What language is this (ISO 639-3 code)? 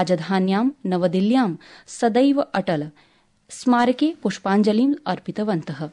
san